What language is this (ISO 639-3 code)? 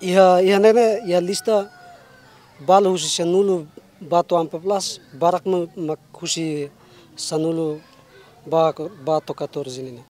tet